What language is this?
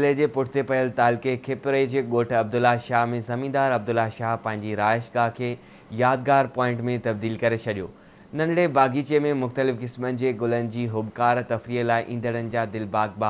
Sindhi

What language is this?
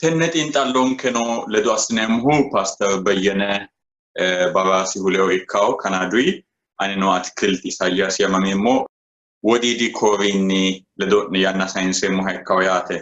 Sidamo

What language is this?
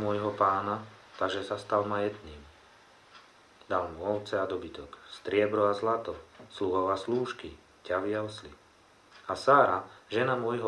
Slovak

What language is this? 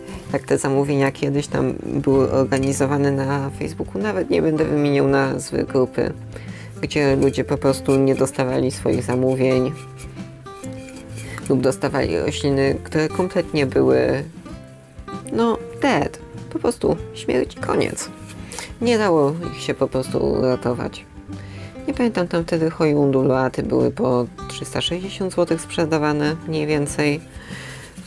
Polish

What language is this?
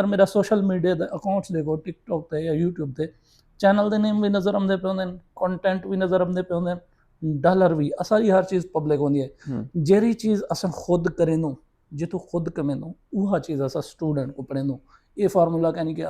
Saraiki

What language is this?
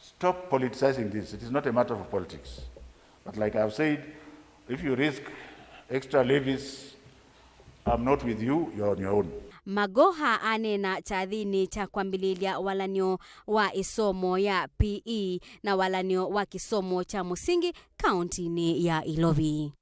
Kamba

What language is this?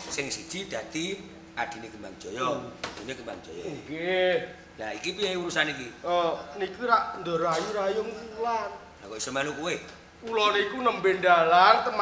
Javanese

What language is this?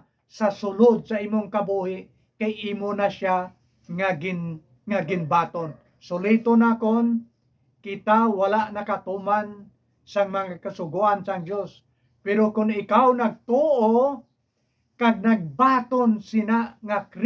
Hiligaynon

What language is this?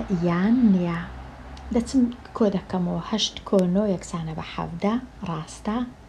Central Kurdish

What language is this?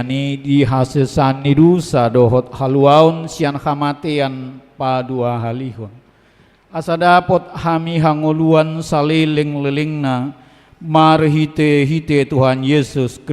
Batak Toba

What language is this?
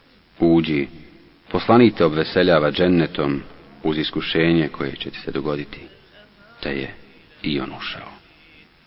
Bosnian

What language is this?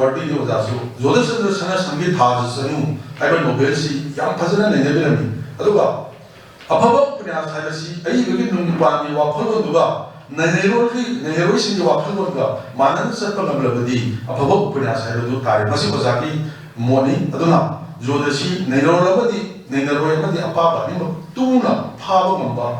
Manipuri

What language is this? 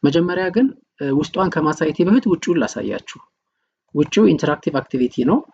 Amharic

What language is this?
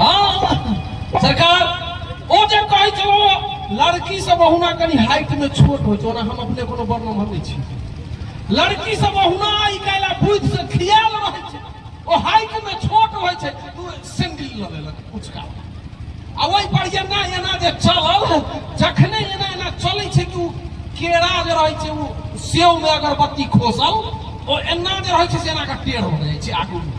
Maithili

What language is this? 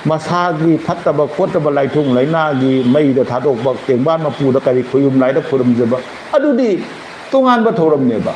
Manipuri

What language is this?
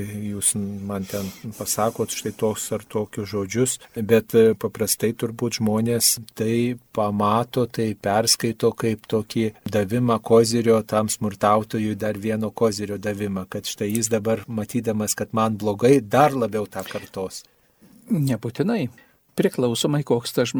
Lithuanian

